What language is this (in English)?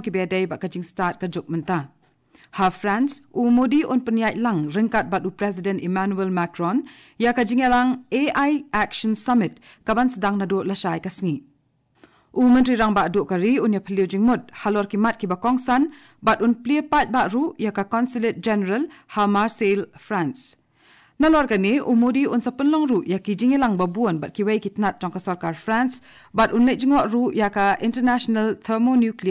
Khasi